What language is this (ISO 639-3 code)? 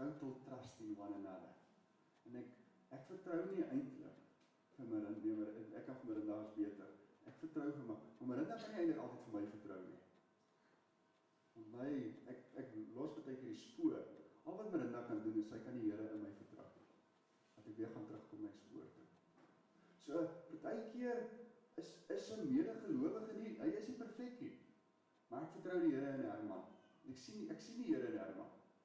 afr